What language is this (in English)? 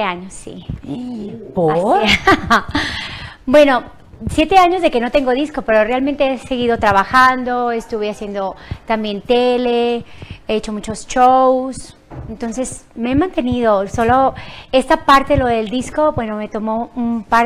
Spanish